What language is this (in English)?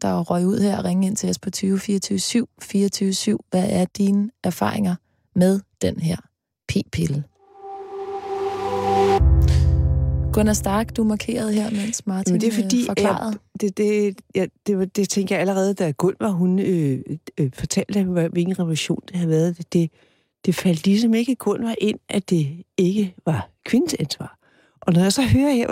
Danish